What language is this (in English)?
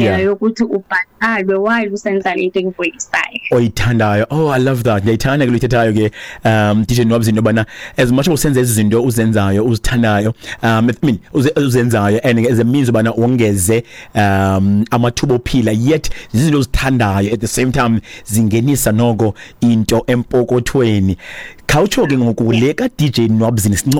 Xhosa